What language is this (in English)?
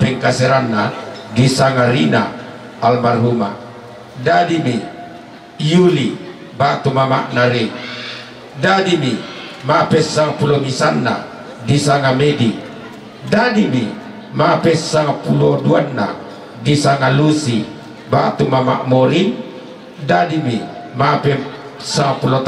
Toraja-Sa'dan